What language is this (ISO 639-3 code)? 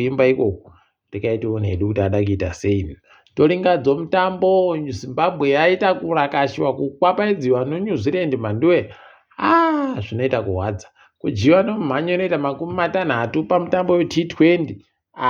ndc